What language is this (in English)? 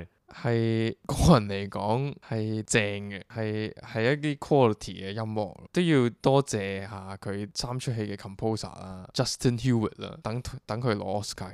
Cantonese